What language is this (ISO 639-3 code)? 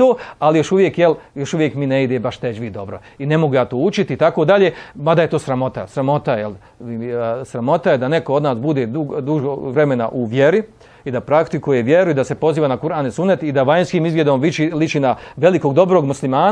bos